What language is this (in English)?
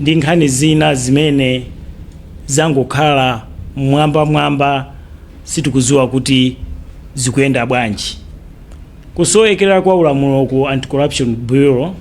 Nyanja